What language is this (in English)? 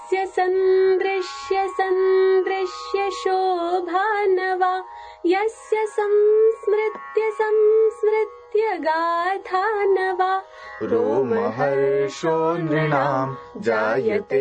Sanskrit